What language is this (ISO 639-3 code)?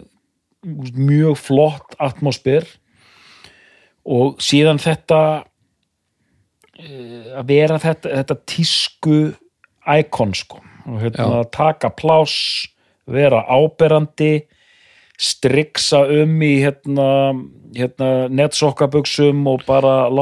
isl